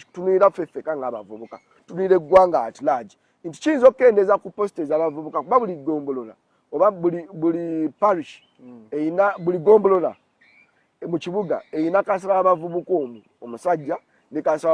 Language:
Ganda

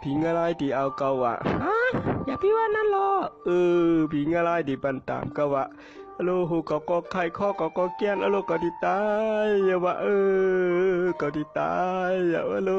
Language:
Shan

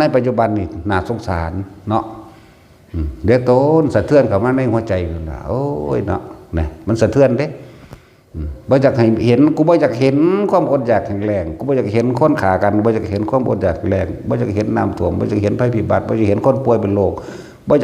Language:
Northeastern Thai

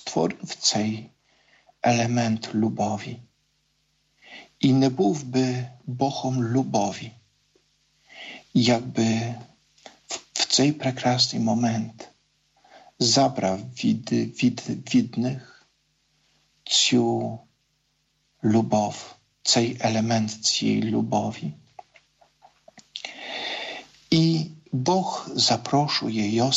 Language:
Ukrainian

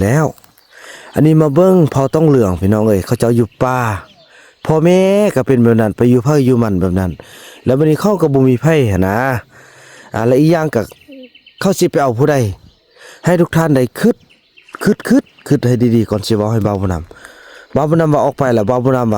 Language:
Lao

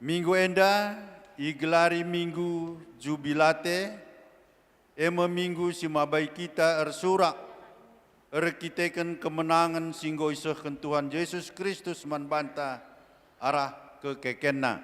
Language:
Batak Karo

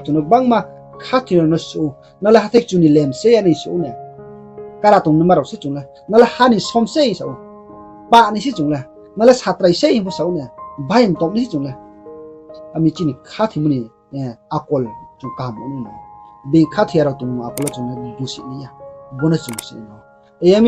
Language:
Riang (India)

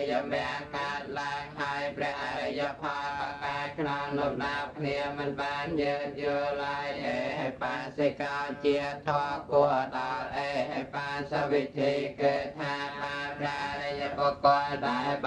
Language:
Khmer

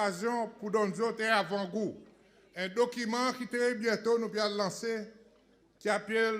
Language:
Seselwa Creole French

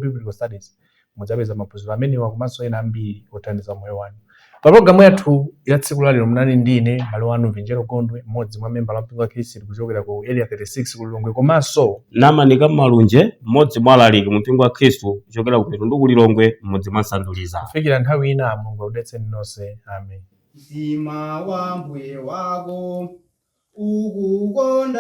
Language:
Nyanja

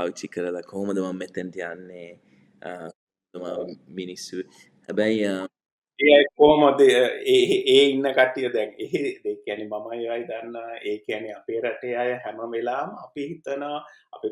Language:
Sinhala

